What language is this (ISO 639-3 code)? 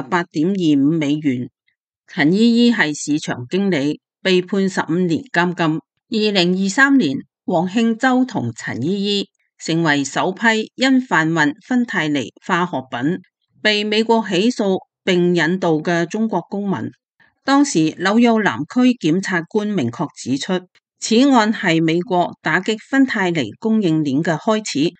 yue